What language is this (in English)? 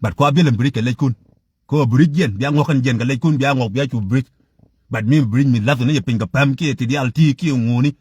Nuer